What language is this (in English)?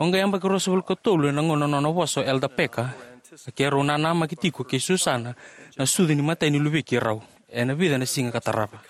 Fijian